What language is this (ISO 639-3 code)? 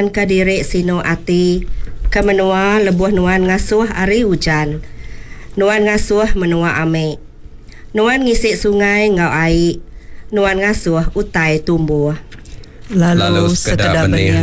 iba